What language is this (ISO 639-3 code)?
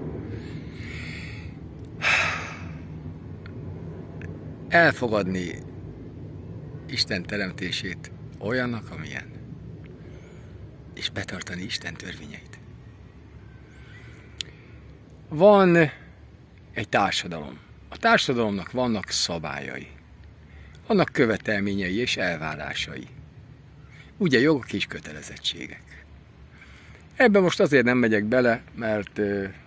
hun